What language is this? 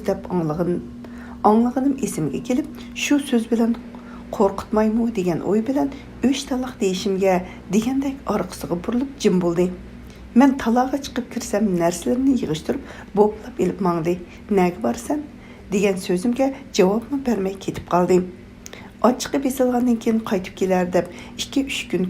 Uyghur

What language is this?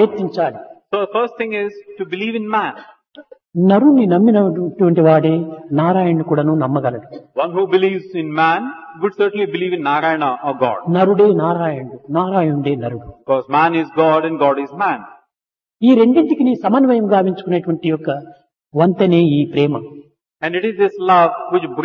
Telugu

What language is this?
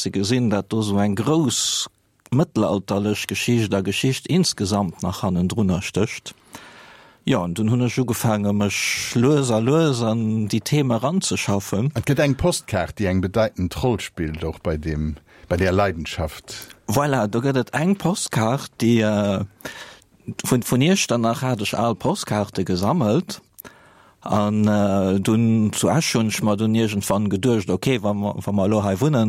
Luxembourgish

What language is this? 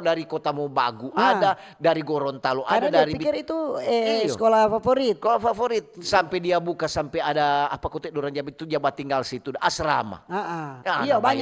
Manado Malay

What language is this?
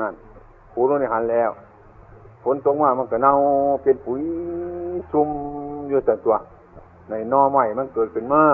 Northeastern Thai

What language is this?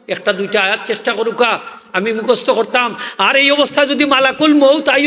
Sylheti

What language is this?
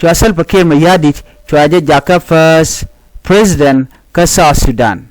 Nuer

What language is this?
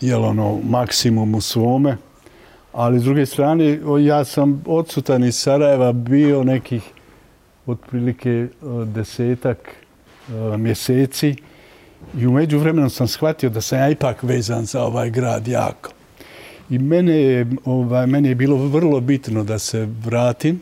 Bosnian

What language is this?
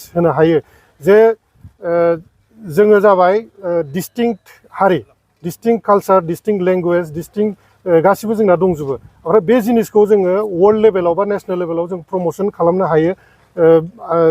Bodo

